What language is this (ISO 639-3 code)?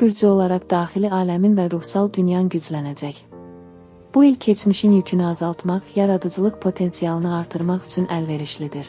aze